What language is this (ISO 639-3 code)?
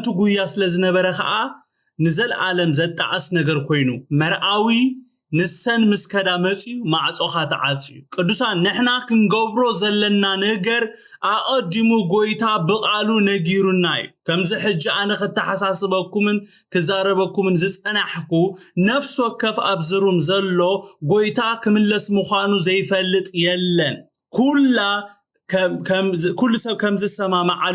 tir